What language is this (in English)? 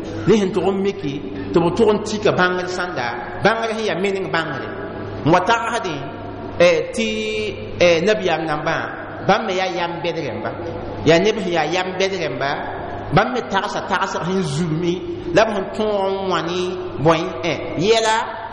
Mossi